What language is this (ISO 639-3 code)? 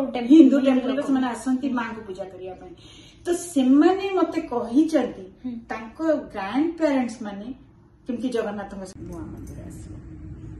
ori